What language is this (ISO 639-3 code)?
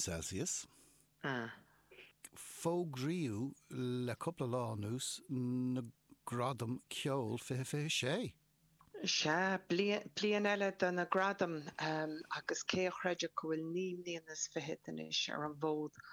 gle